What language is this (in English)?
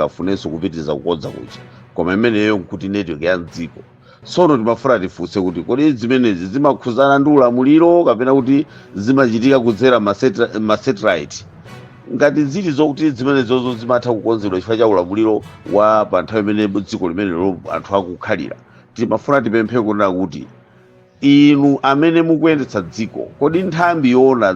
Nyanja